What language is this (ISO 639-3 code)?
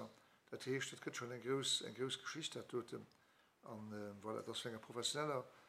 ltz